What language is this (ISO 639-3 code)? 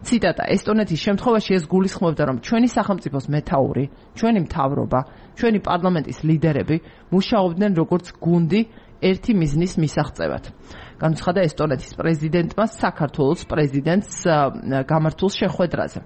kat